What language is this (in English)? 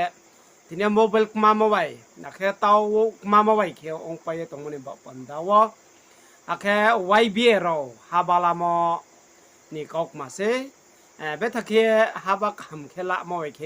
Riang (India)